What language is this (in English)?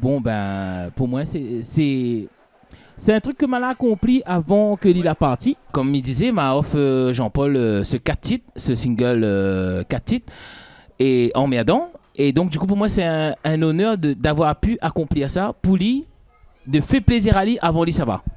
Réunion Creole French